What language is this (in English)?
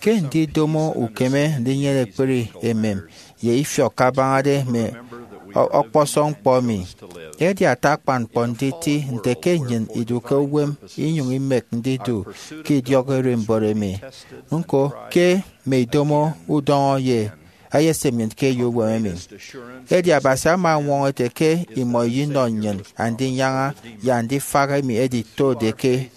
Efik